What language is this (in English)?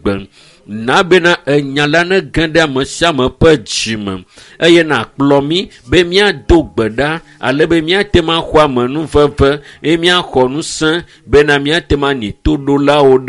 Ewe